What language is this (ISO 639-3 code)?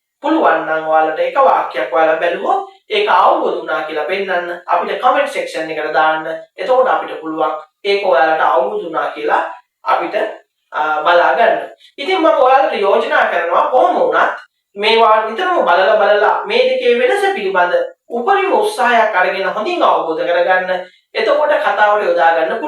sin